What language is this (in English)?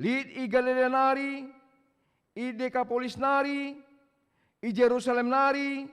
Batak Karo